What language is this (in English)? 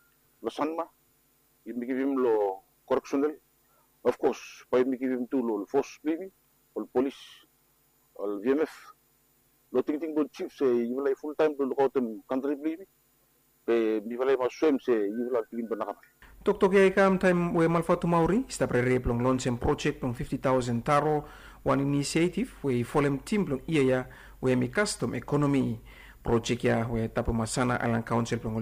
Bislama